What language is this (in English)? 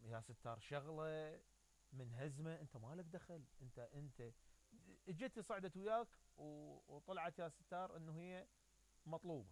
Mesopotamian Arabic